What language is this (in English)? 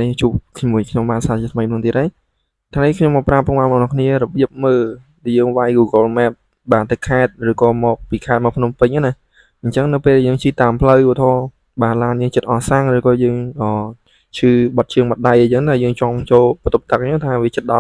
Khmer